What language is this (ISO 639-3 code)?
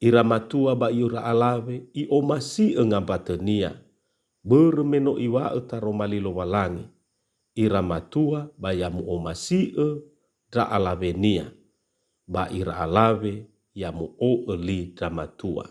nia